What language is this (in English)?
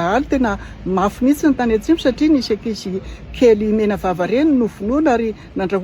Malagasy